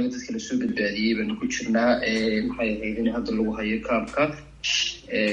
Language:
Somali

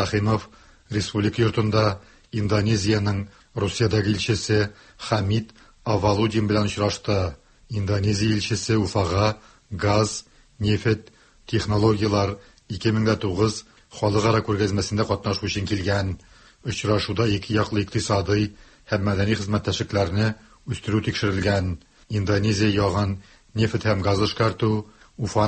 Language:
Tatar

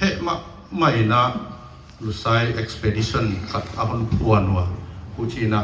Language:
Paite Chin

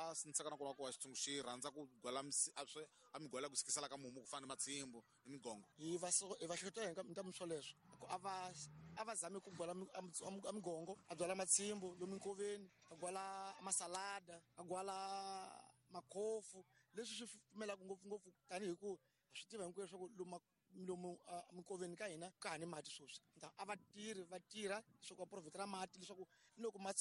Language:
Tsonga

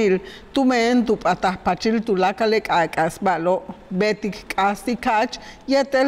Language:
Yucateco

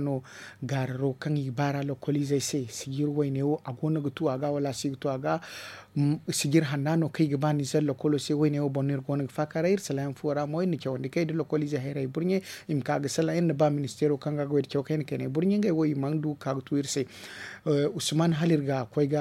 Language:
Zarma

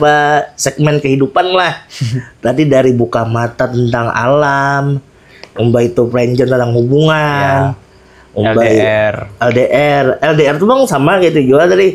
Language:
Banjar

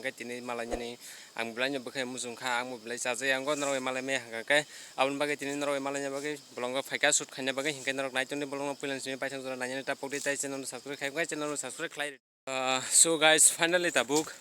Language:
Kok Borok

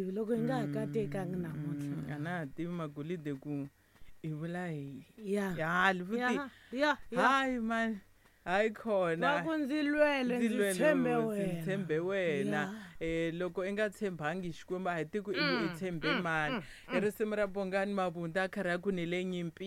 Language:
Tsonga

